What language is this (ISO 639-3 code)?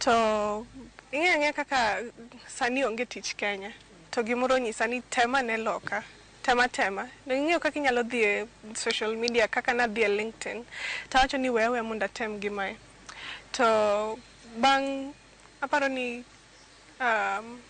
luo